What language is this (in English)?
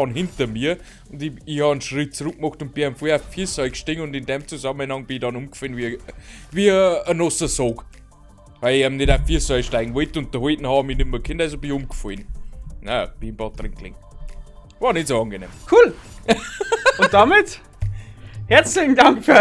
Bavarian